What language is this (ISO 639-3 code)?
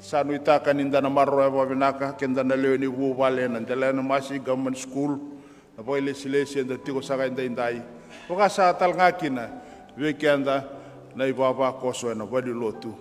fij